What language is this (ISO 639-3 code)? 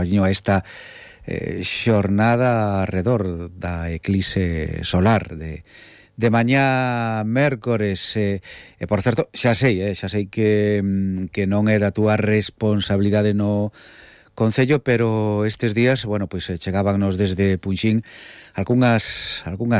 glg